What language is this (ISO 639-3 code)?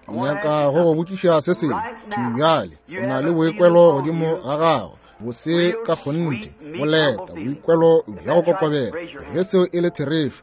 nso